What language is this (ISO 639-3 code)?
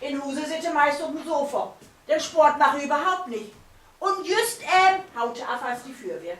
nds